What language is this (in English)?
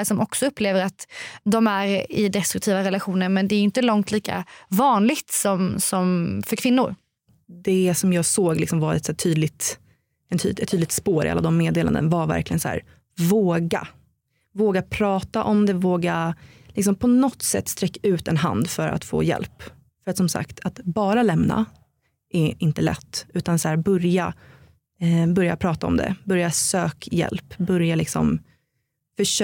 Swedish